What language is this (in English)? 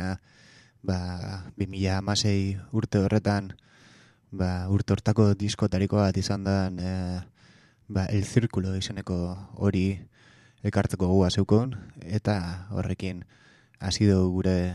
Basque